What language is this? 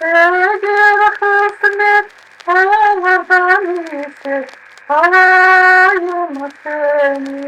Crimean Tatar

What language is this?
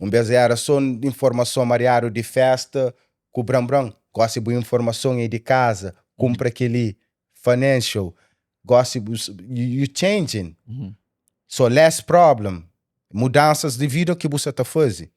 Kabuverdianu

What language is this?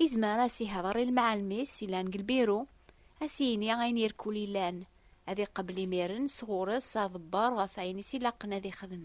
Kabyle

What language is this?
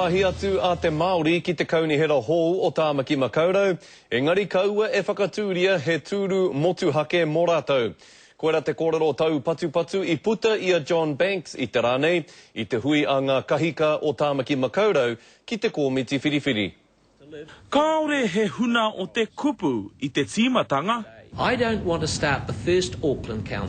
Māori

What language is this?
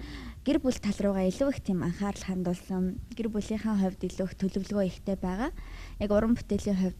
Mongolian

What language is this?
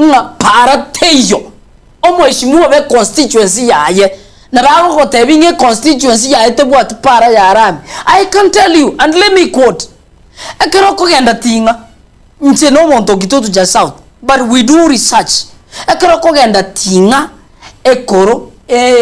Gusii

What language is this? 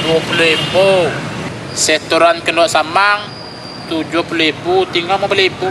Minangkabau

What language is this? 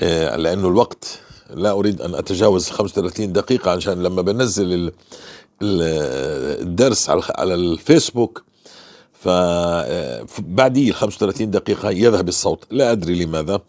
North Levantine Arabic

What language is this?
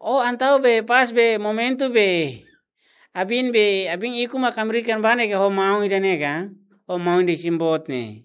Tetum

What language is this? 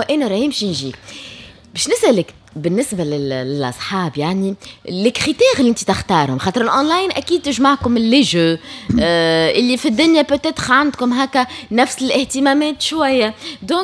Tunisian Arabic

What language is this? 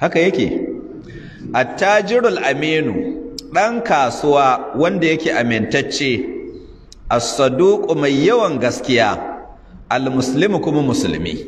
Hausa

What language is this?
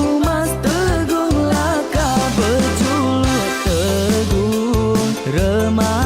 Iban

